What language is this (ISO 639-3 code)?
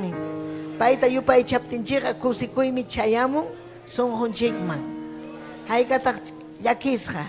quy